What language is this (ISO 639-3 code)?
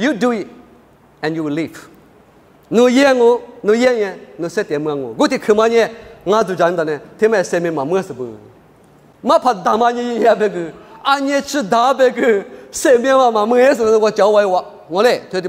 lis